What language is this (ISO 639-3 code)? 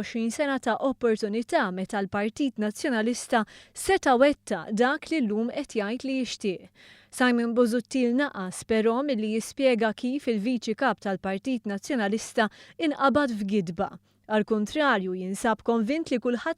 mlt